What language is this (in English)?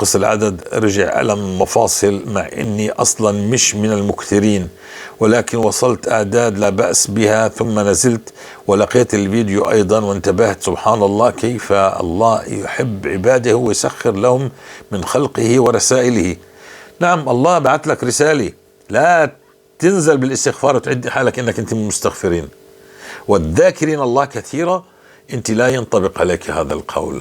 North Levantine Arabic